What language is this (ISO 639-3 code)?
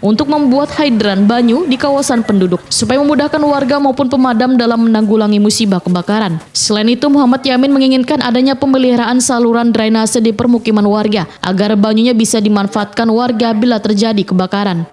bjn